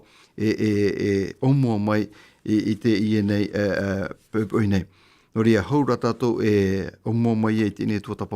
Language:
Tahitian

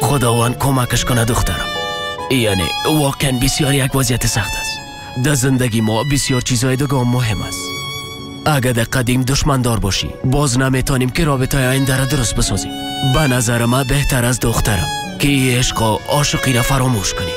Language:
Persian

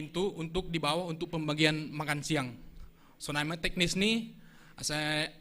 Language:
Batak Simalungun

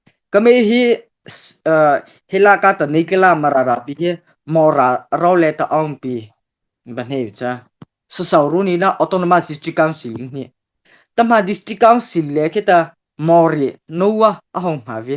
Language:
Mara Chin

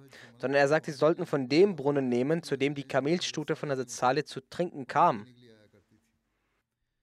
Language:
German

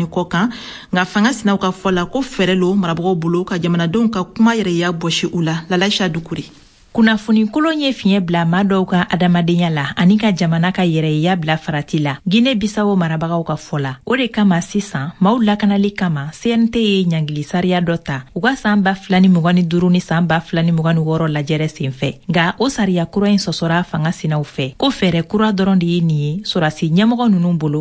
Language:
Bambara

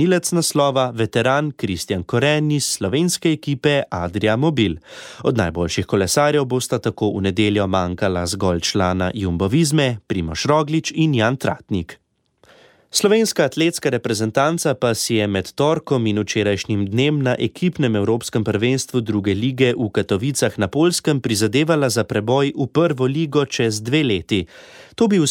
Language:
Slovenian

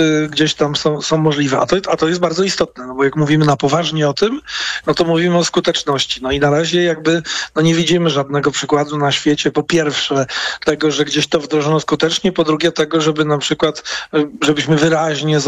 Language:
Polish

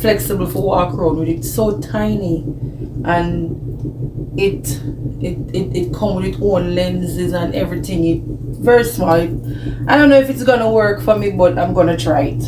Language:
Jamaican Creole English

